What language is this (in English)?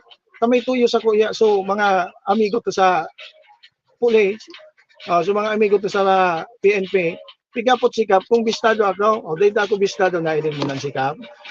Bikol